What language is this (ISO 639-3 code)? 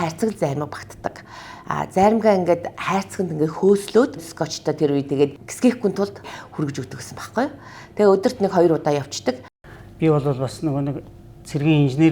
mon